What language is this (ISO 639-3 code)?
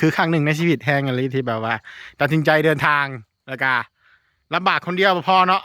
tts